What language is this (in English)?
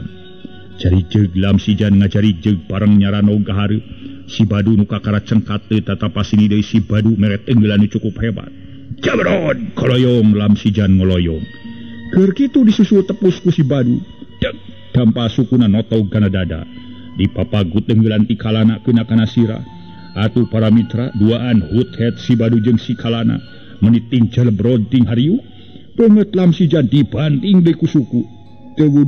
Sundanese